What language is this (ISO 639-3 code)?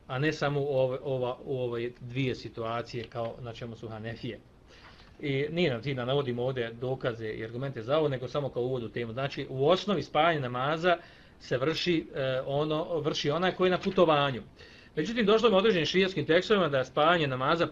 bos